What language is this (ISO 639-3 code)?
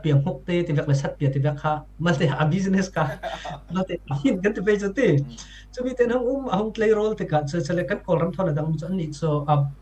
cfm